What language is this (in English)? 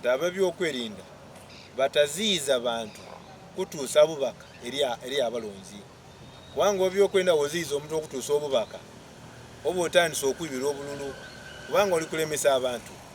Soga